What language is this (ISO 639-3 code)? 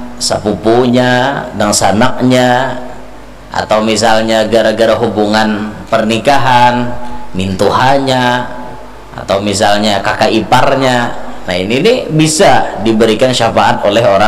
bjn